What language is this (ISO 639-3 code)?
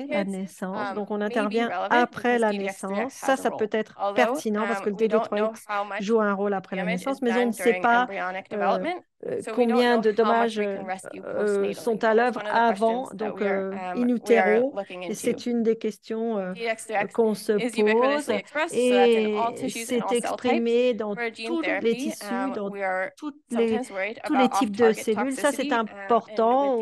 fra